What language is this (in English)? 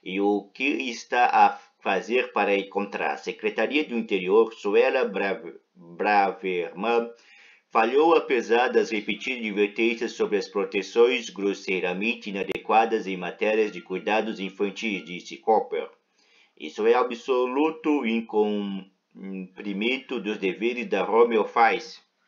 Portuguese